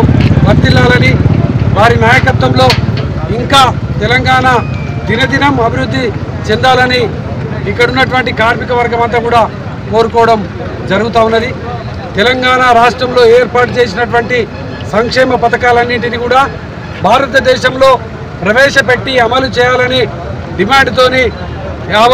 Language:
Telugu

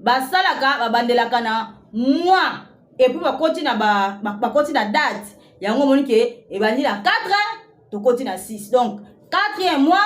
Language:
Lingala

